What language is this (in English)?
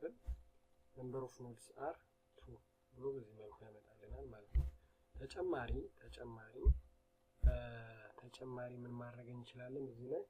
Amharic